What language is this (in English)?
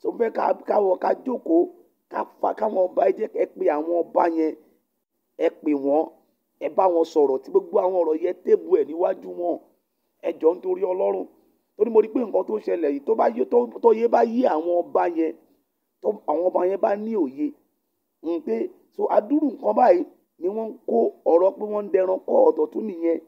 Yoruba